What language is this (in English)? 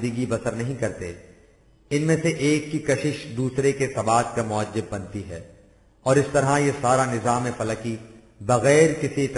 Urdu